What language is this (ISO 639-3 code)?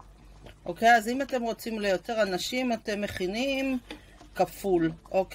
heb